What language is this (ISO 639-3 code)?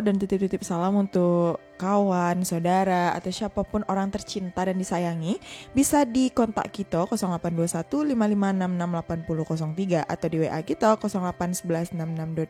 min